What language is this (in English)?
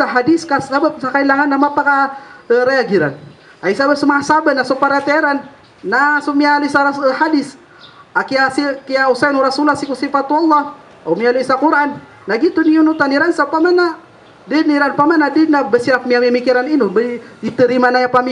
Maranao